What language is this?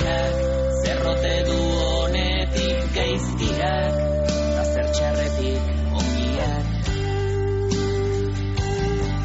Basque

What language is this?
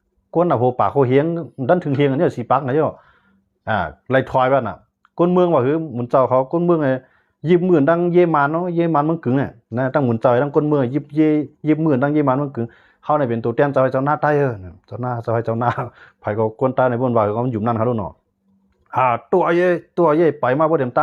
Shan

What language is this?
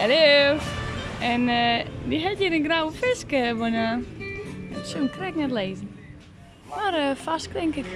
Western Frisian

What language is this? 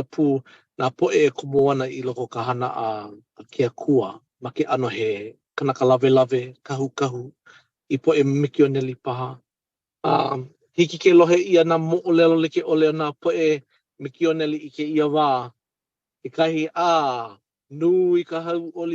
Hawaiian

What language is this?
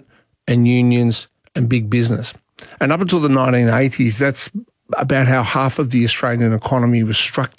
English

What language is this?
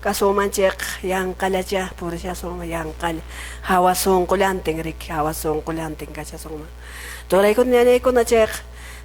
Quechua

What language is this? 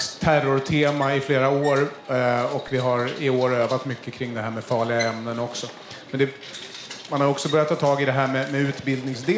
Swedish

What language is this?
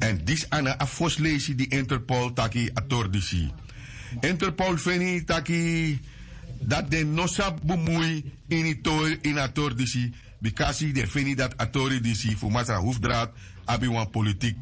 Sranan Tongo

